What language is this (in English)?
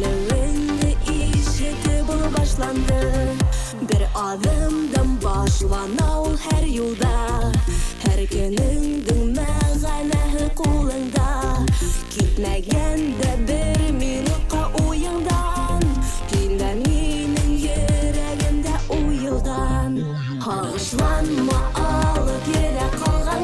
Bashkir